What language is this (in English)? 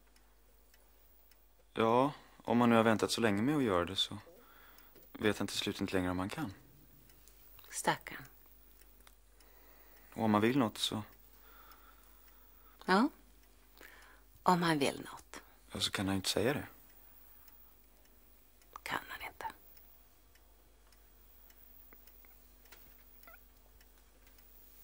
Swedish